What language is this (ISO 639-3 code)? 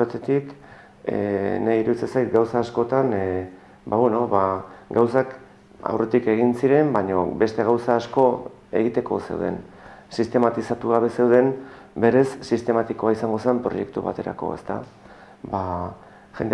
eus